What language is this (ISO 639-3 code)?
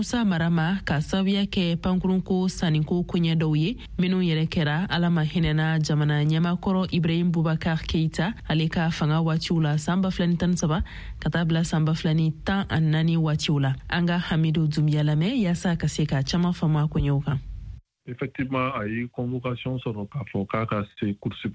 bam